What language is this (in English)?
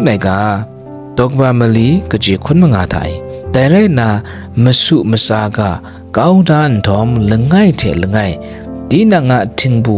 Kachin